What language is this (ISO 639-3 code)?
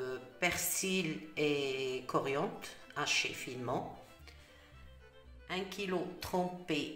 fra